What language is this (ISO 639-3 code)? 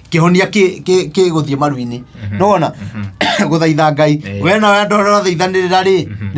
kik